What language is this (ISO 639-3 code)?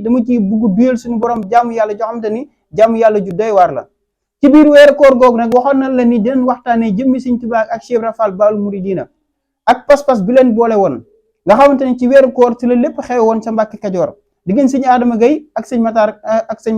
wol